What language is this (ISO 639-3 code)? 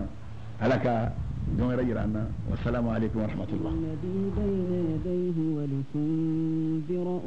ara